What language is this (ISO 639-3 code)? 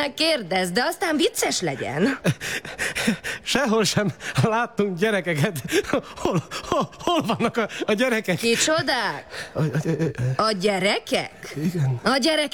hun